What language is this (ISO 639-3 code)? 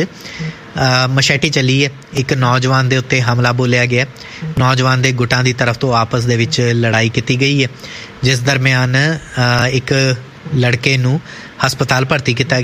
pan